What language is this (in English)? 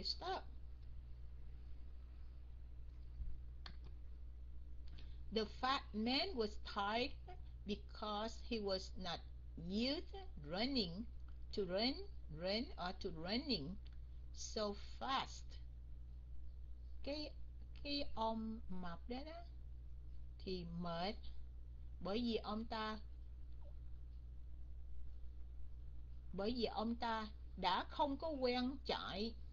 Vietnamese